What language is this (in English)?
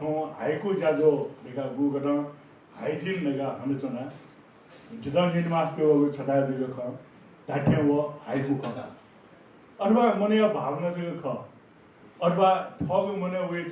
Newari